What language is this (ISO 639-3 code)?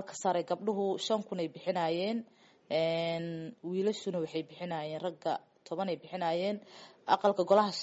som